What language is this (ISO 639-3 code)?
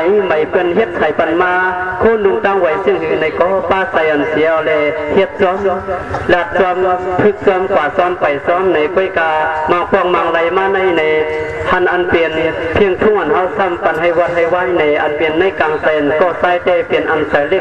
shn